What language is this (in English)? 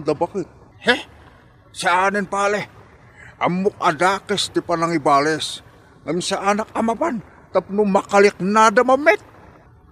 Iloko